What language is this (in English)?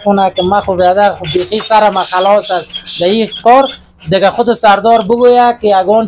Persian